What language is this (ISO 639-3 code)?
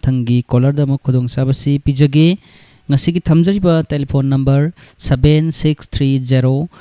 mni